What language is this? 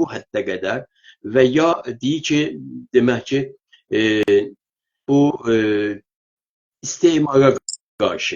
South Azerbaijani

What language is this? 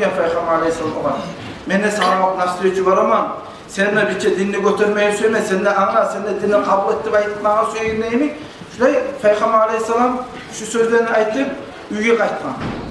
Kumyk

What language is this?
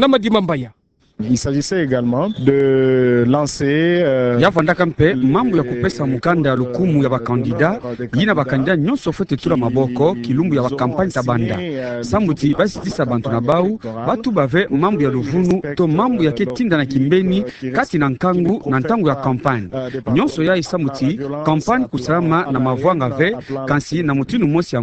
Kituba (Democratic Republic of Congo)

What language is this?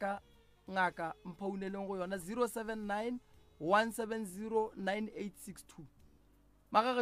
Northern Sotho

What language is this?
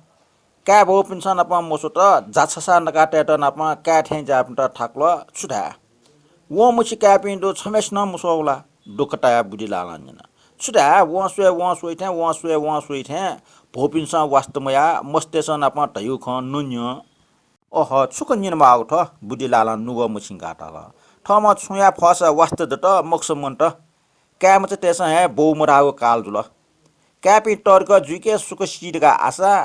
Newari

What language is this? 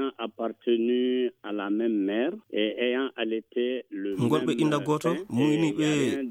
Fula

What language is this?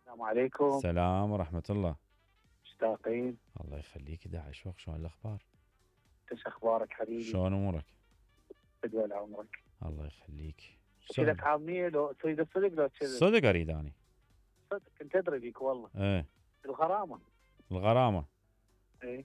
Mesopotamian Arabic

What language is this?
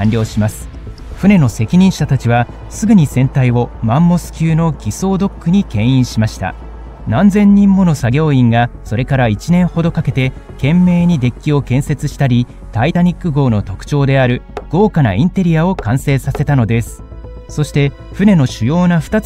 Japanese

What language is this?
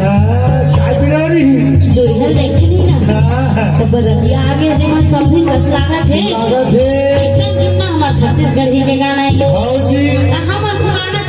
Chhattisgarhi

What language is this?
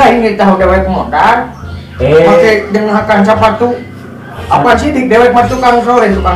Sundanese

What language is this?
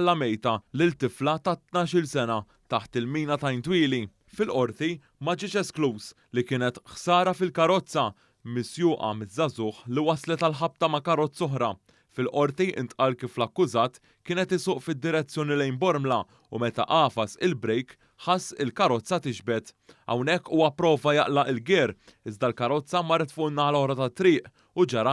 Maltese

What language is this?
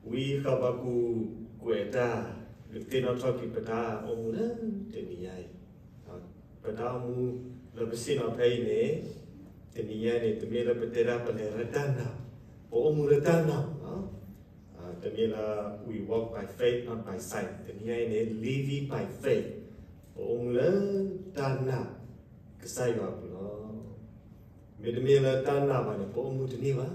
S'gaw Karen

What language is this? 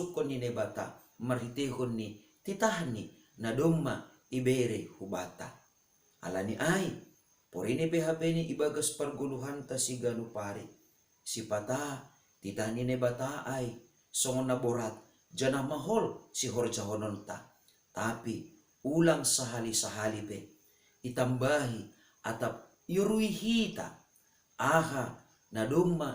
Batak Simalungun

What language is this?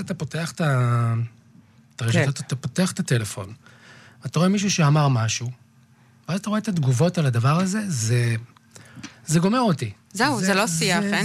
Hebrew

